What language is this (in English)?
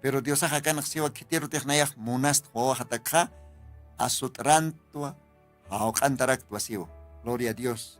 Aymara